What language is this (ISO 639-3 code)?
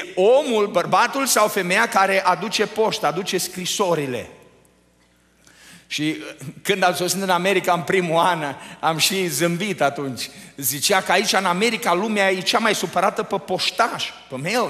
ron